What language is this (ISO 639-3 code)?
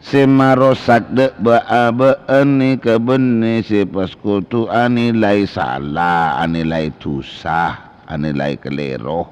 mad